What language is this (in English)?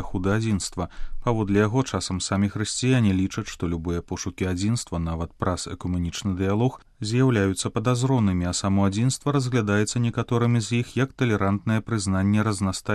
Belarusian